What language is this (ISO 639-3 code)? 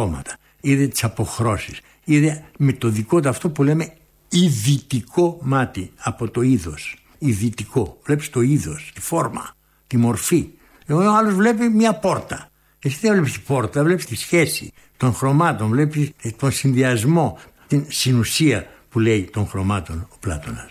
ell